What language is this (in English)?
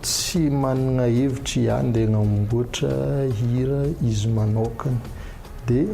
Malagasy